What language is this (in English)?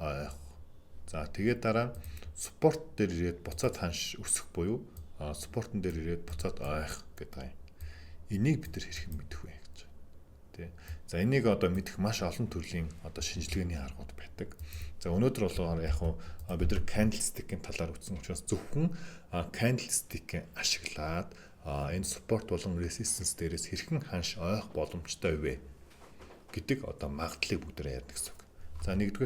Mongolian